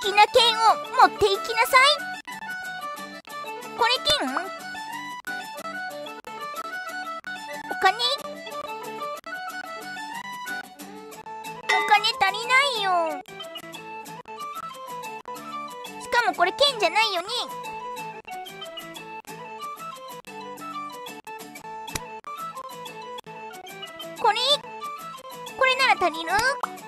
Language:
Japanese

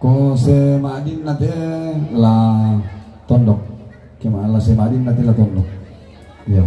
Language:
Toraja-Sa'dan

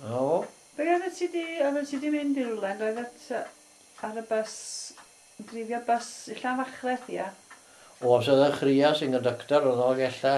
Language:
Welsh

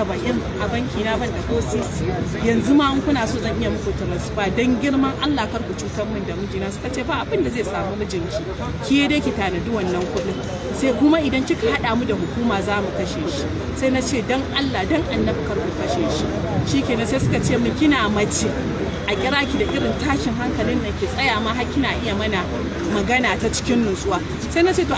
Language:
Hausa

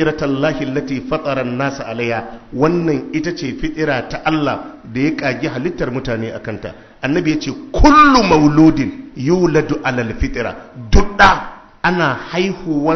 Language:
Hausa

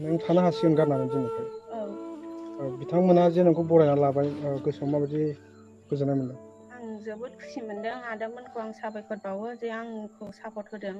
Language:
Bodo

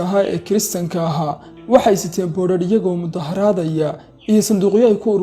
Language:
Somali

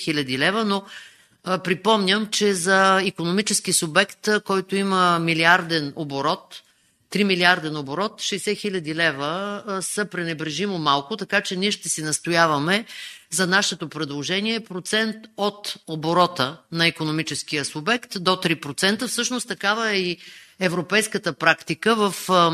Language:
Bulgarian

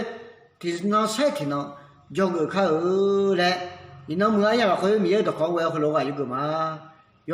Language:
Akha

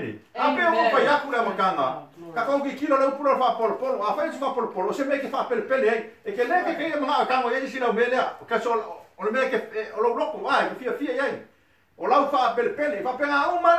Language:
Samoan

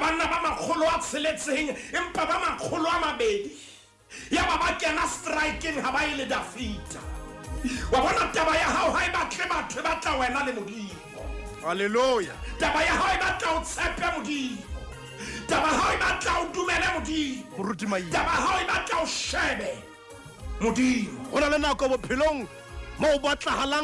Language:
Southern Sotho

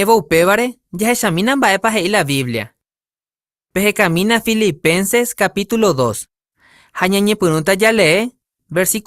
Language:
Guarani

